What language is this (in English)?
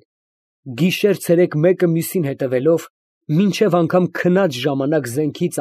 Armenian